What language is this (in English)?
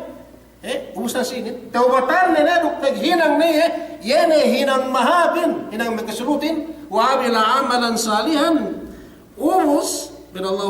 Yakan